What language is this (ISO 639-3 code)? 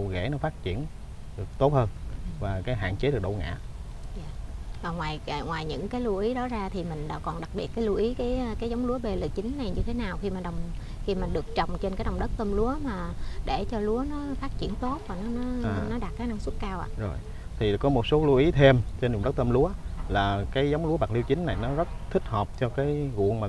vie